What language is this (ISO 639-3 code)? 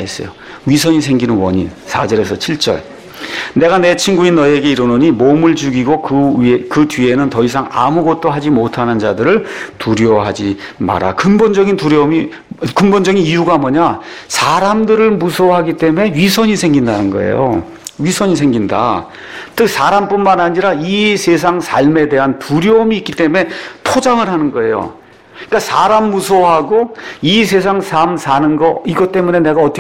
kor